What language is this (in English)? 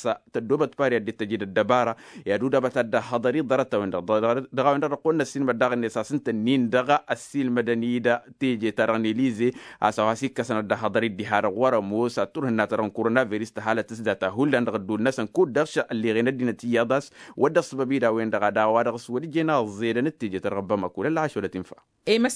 Tamasheq